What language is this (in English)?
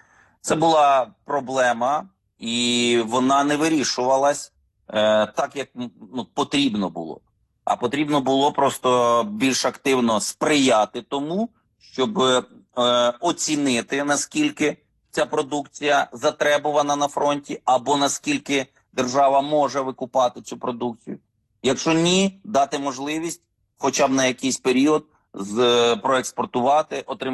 Ukrainian